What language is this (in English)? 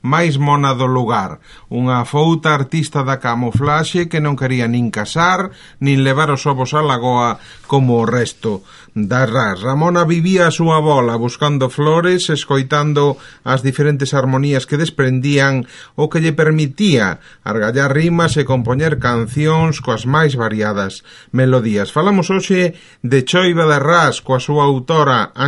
Galician